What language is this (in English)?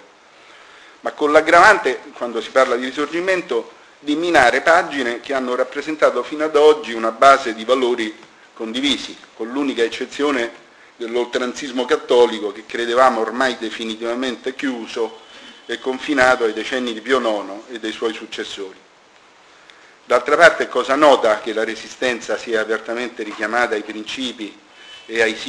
Italian